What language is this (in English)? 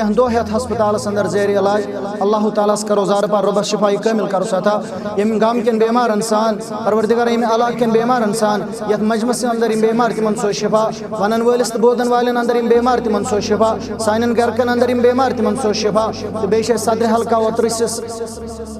Kashmiri